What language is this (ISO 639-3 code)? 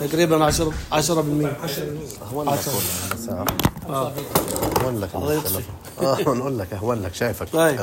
apc